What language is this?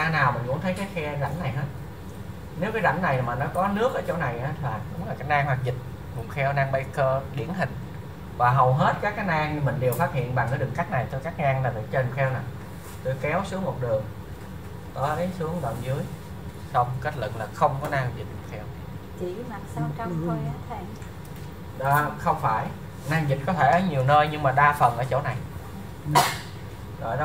Vietnamese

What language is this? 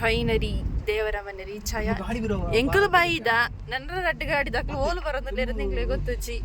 Tulu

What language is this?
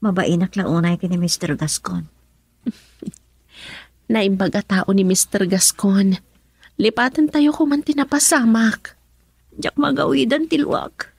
Iloko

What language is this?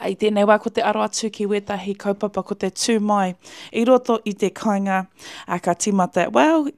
Māori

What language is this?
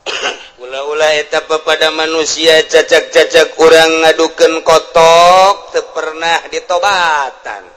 Sundanese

